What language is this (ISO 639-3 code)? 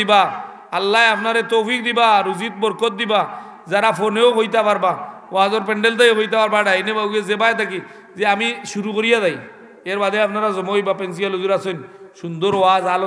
syl